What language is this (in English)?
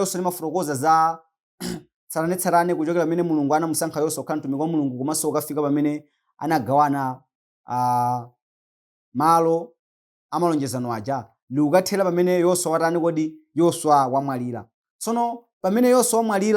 Nyanja